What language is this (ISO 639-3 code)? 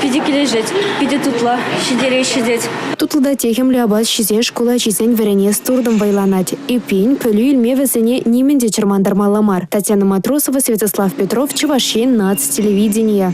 chv